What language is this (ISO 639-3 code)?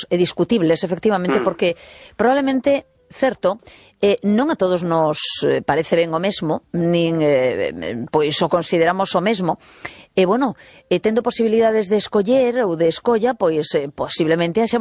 glg